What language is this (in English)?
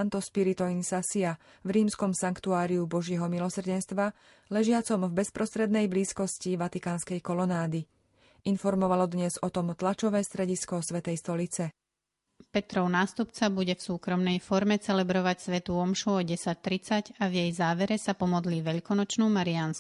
Slovak